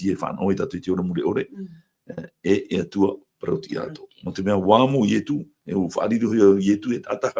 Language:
Tahitian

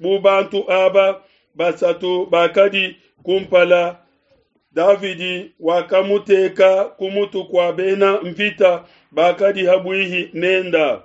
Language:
Luba-Lulua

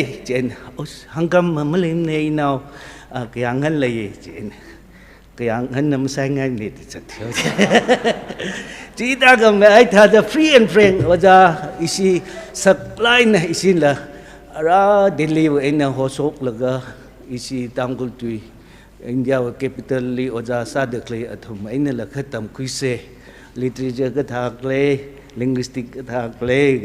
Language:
Tangkhul Naga (India)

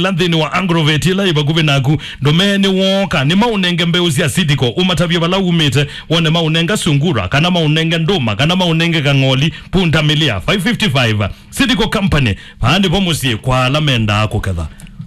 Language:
Kamba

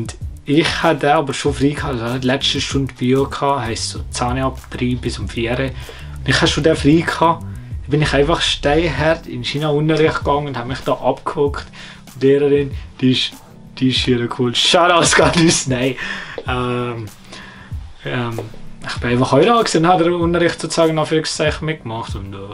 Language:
Swiss German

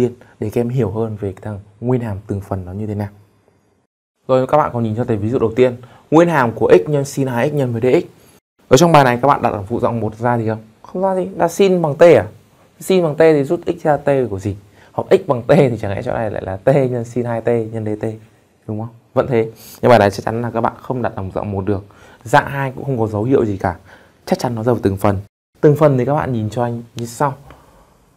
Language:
Vietnamese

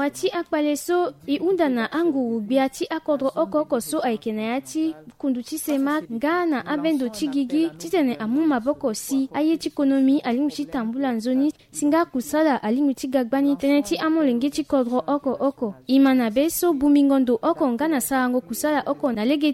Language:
Sango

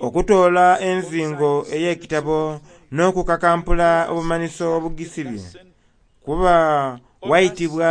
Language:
Soga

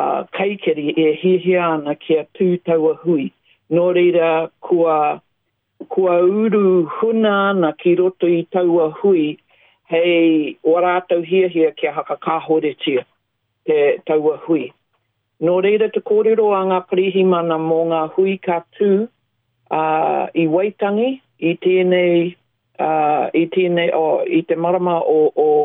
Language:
Māori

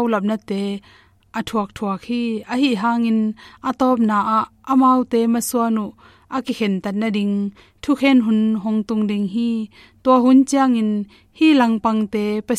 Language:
Tedim Chin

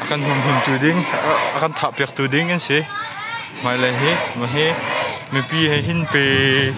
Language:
Hakha Chin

